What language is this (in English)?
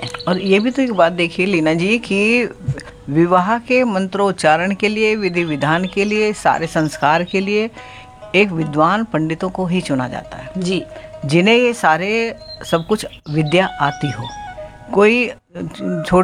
Hindi